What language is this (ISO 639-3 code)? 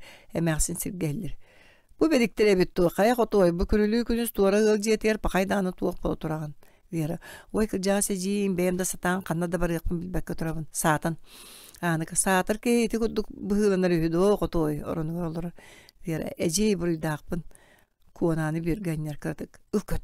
sah